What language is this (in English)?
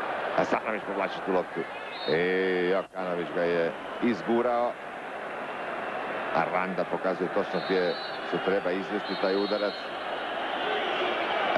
Croatian